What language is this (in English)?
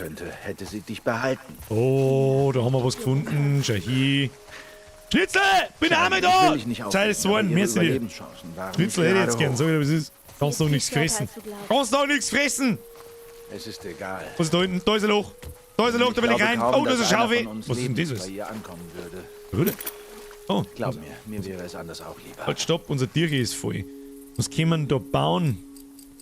Bavarian